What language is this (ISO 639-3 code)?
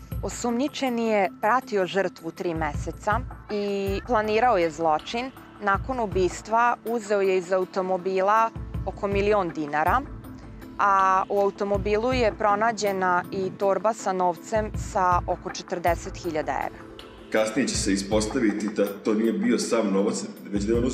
srp